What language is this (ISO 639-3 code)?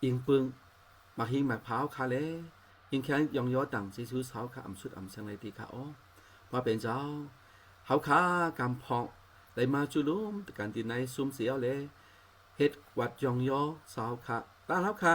shn